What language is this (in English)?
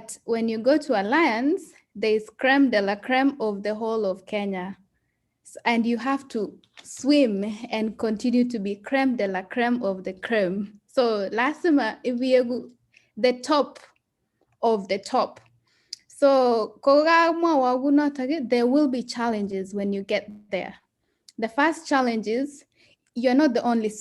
Kalenjin